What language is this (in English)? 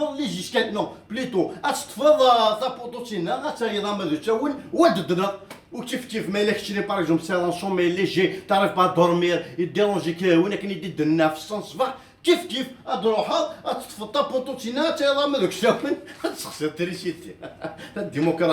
Kabyle